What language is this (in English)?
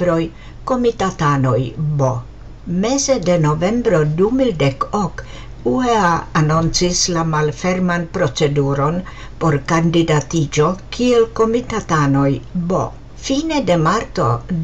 Esperanto